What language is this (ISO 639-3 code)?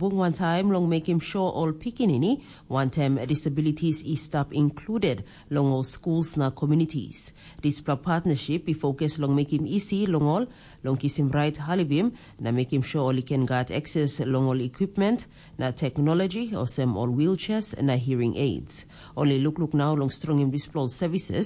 tpi